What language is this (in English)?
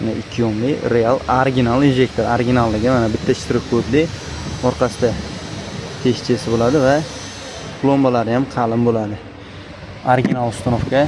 Uzbek